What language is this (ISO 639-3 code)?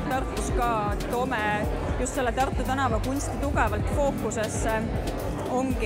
est